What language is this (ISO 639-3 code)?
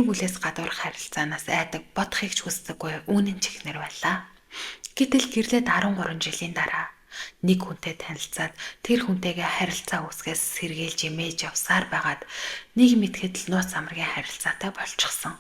mon